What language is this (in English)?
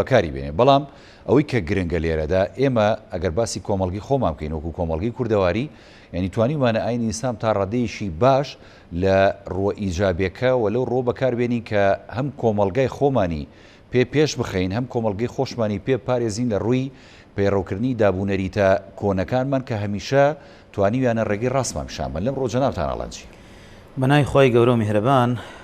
Central Kurdish